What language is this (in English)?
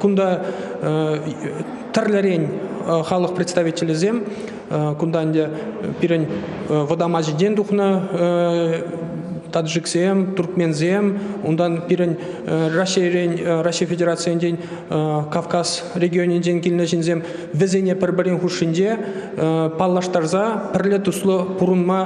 Chuvash